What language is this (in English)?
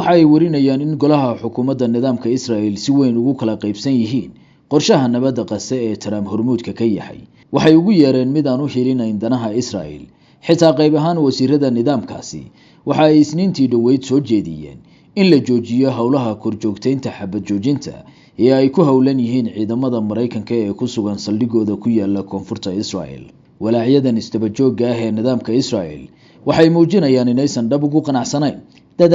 Somali